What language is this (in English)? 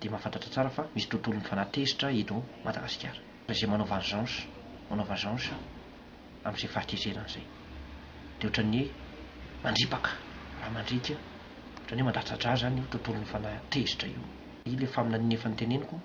Malagasy